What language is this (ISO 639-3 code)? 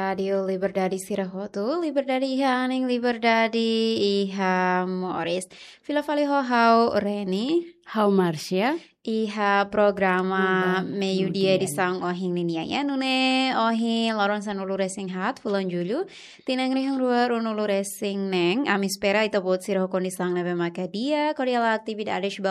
tet